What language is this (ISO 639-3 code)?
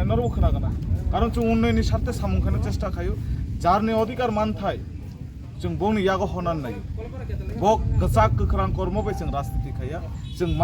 trp